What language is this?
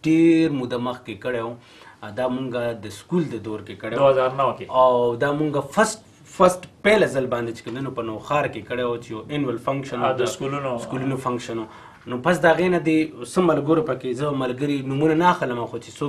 Pashto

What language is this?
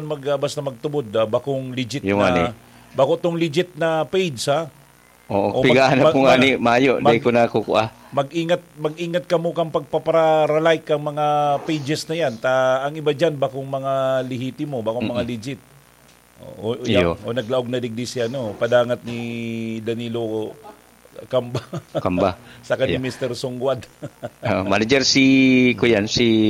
Bikol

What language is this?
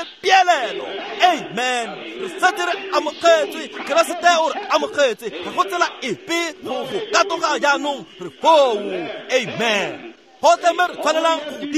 Tswana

